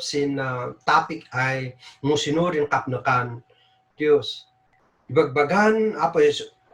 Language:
Kankanaey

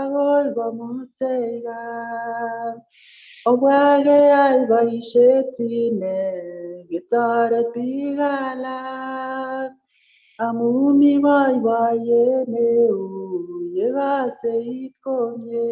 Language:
Kalenjin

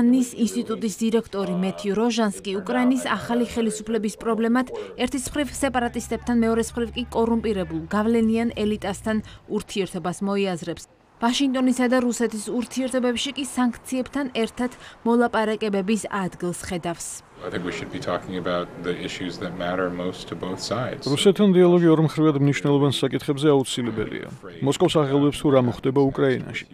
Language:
Georgian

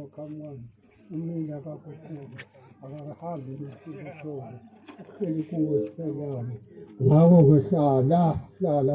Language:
Zulu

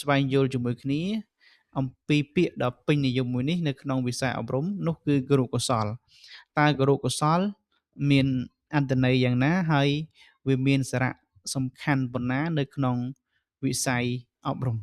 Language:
Khmer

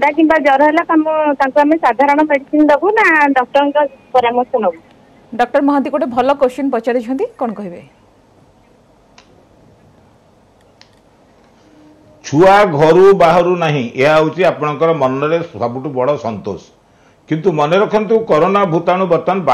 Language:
Odia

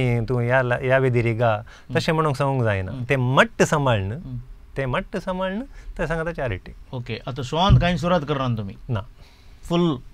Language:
Konkani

